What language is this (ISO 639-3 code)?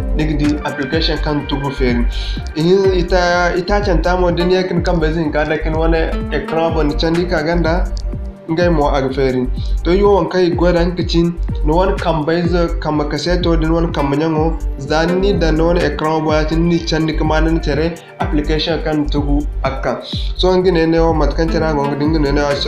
dje